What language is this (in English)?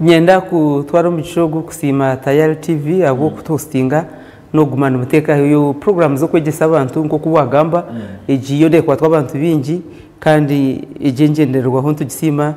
Nyankole